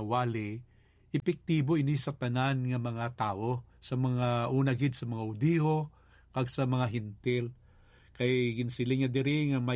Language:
Hiligaynon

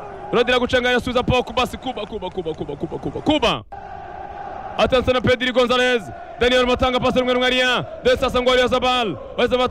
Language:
Kinyarwanda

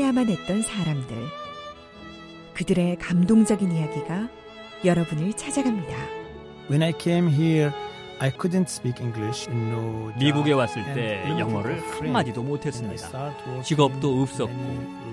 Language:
Korean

